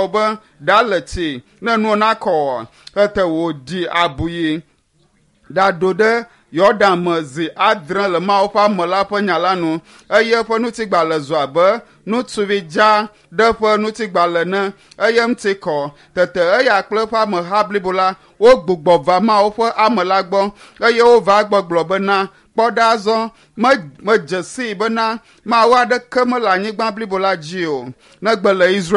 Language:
Ewe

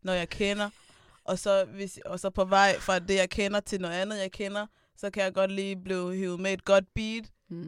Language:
Danish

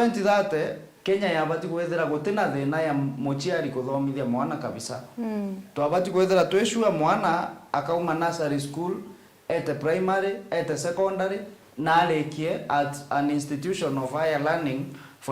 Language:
Meru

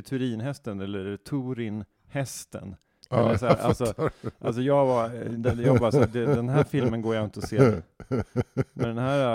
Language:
Swedish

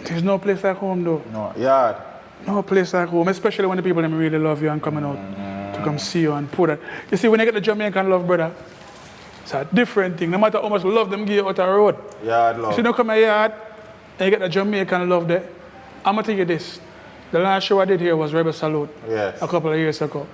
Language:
Jamaican Creole English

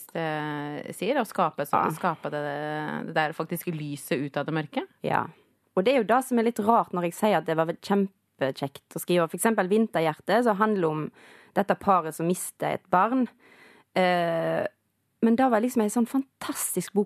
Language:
Norwegian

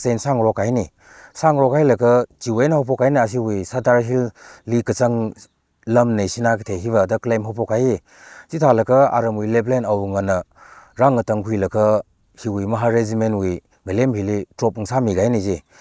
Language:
Tangkhul Naga (India)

